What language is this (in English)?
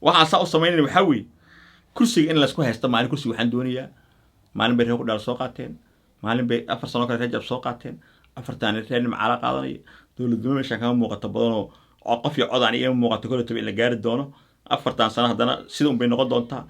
Somali